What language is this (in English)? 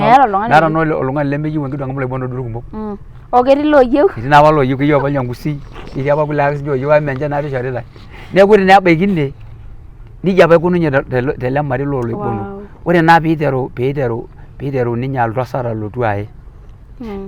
Masai